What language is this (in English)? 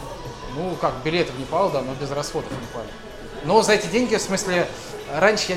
Russian